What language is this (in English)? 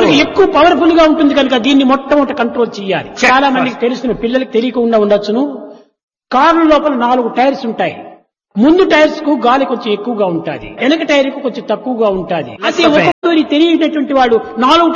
Telugu